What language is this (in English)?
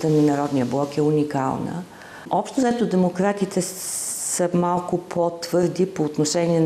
Bulgarian